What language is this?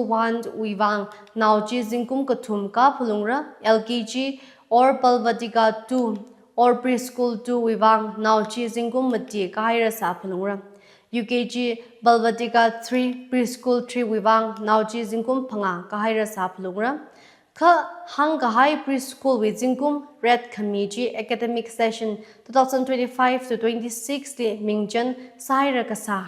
Tangkhul Naga (India)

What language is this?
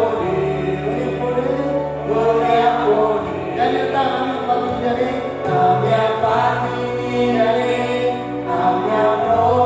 Tetum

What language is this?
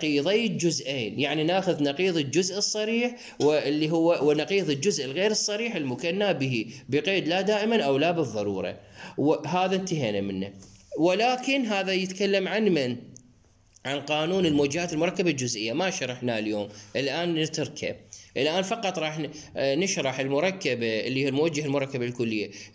Mesopotamian Arabic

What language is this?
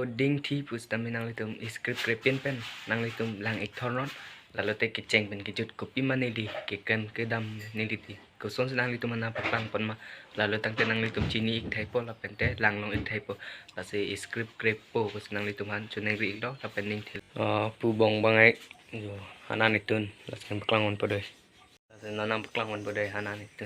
Karbi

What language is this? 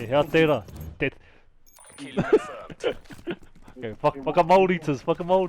Māori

